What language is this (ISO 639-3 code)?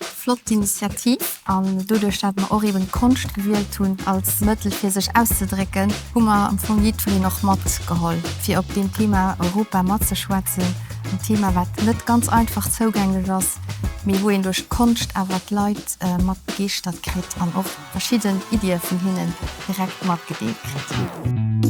ltz